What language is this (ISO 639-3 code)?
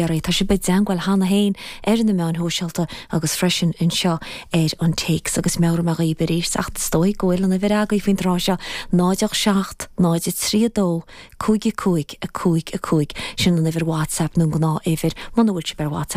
gle